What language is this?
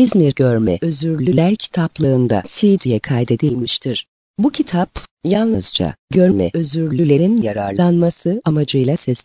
Turkish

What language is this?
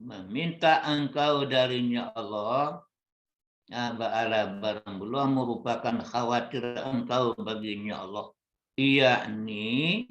Minangkabau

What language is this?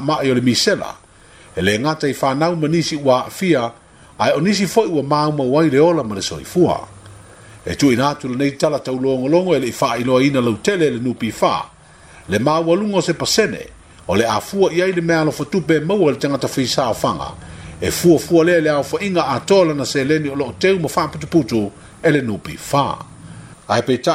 Samoan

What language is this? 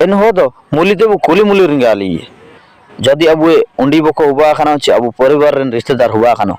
Ho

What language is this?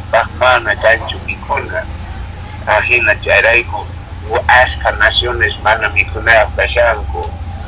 Quechua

